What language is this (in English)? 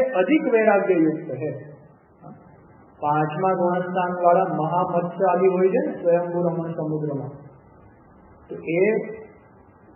Gujarati